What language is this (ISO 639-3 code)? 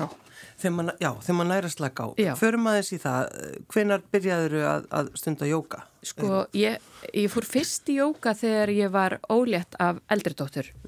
isl